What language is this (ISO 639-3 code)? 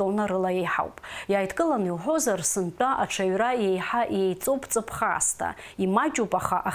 abk